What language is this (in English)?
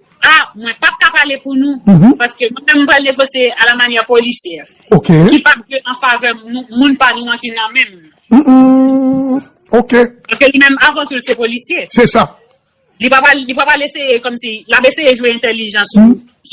Haitian Creole